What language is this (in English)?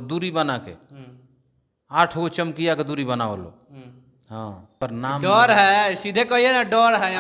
Bhojpuri